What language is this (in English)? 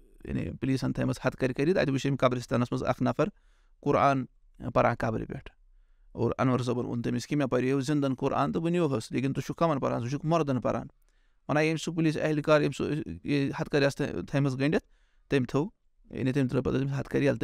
Kashmiri